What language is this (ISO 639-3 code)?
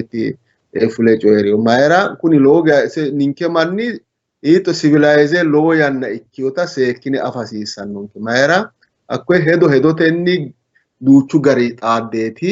sid